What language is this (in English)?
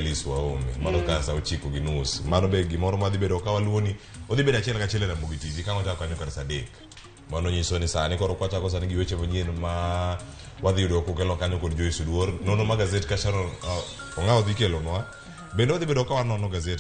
Luo (Kenya and Tanzania)